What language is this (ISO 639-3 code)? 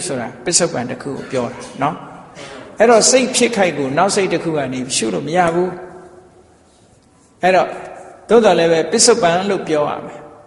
mya